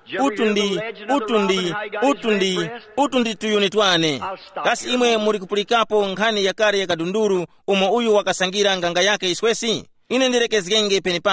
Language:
Tumbuka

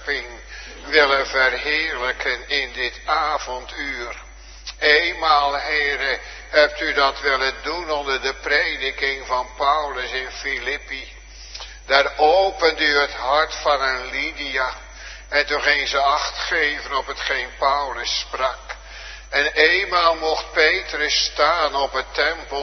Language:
Dutch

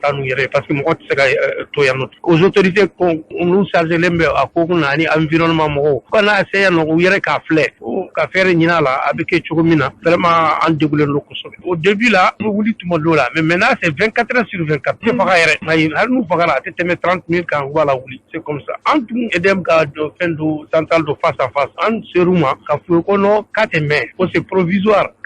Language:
Bambara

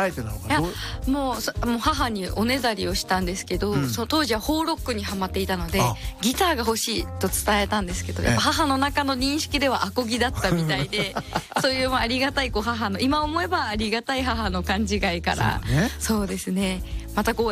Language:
Japanese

